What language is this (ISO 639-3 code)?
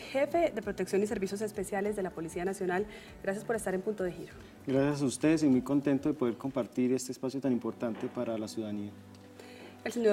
spa